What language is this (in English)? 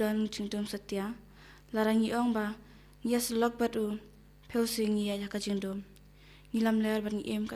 Khasi